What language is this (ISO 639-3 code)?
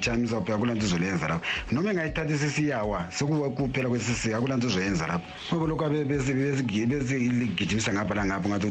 nde